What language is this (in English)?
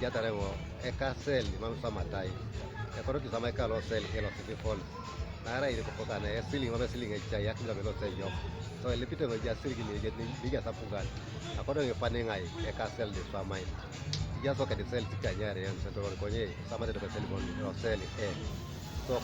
Teso